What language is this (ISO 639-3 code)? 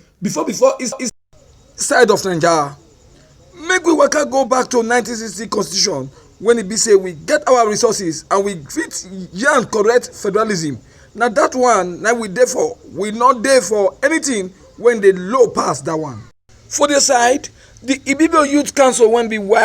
pcm